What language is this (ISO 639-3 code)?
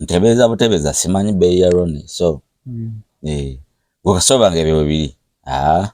lug